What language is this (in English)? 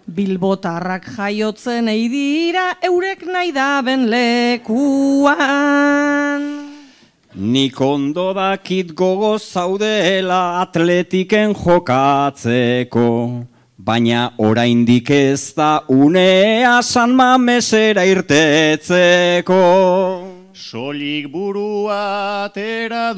Basque